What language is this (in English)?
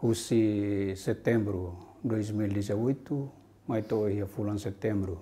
Tetum